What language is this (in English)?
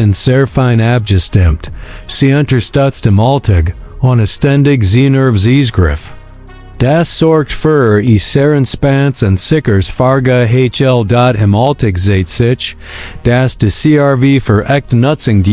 Swiss German